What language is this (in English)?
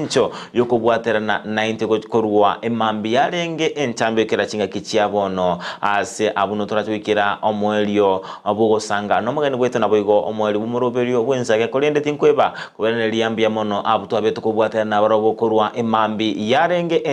Gusii